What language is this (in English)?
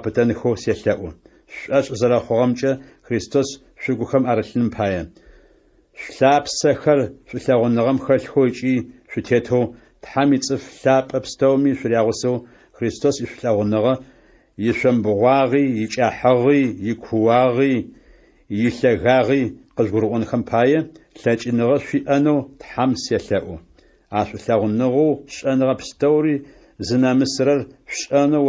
Adyghe